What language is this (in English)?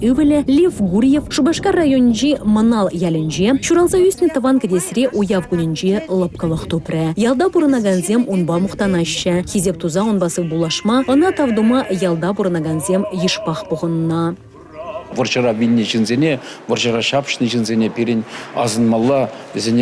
Chuvash